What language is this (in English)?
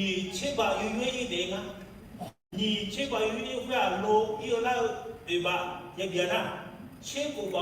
Akha